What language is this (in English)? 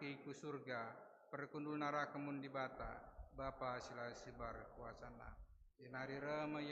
Batak Karo